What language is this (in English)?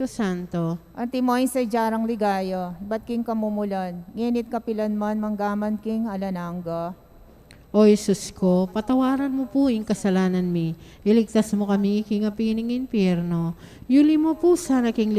Pampanga